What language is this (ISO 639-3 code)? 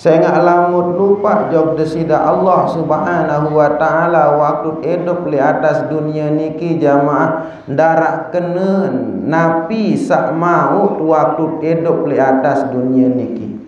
sas